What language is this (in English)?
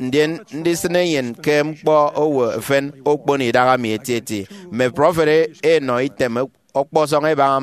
Efik